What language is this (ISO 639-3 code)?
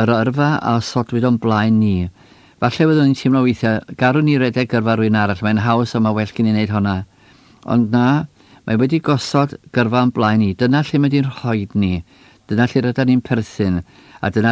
cym